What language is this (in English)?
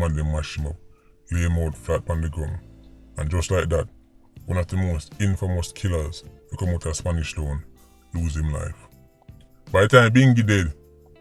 Jamaican Creole English